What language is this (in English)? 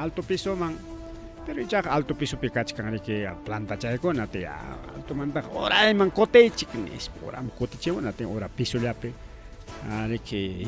Ayacucho Quechua